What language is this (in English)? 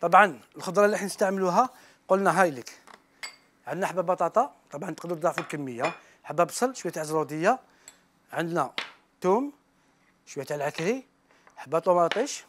Algerian Arabic